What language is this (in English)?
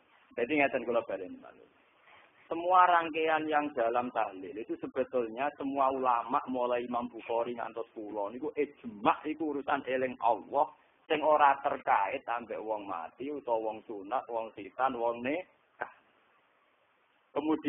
Javanese